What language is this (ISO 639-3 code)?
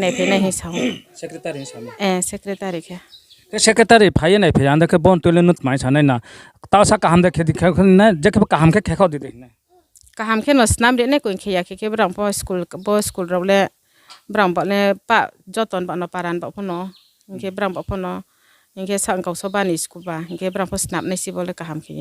ria